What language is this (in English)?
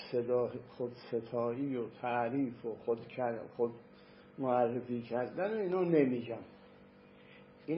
Persian